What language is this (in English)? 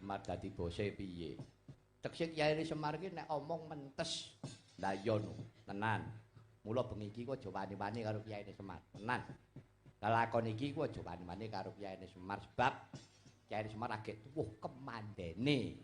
Javanese